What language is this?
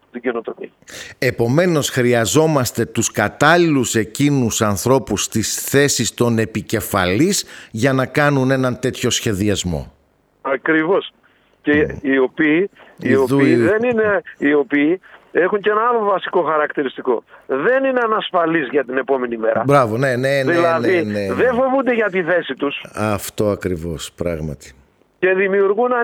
Greek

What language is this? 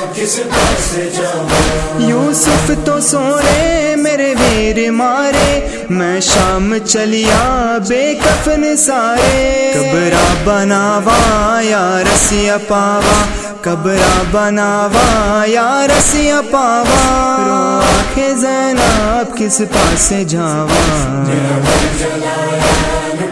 Urdu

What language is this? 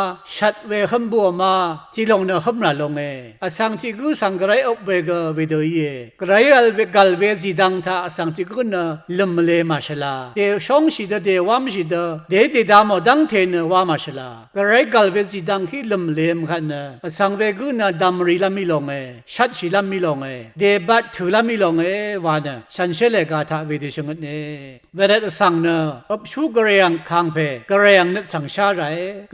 Rawang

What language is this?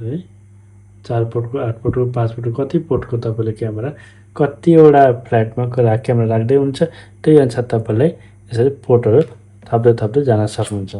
Nepali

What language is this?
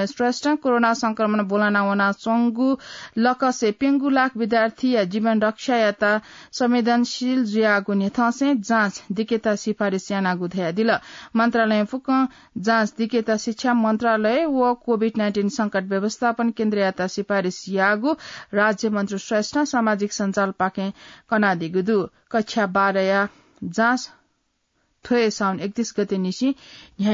Newari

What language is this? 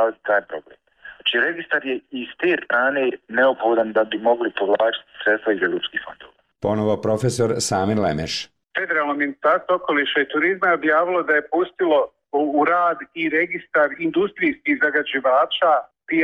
Bosnian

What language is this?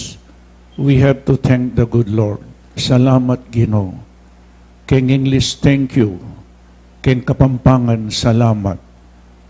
Pampanga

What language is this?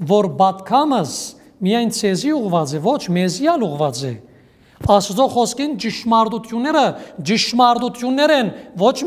Western Armenian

